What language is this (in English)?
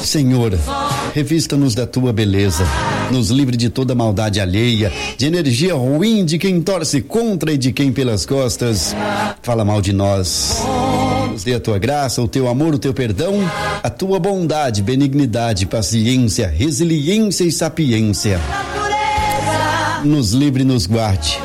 Portuguese